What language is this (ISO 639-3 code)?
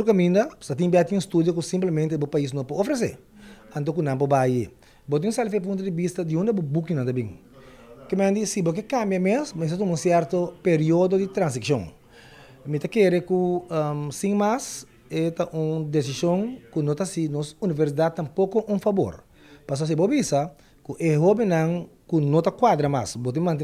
pap